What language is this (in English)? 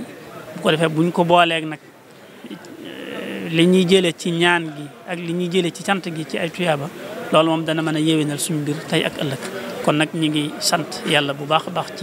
Wolof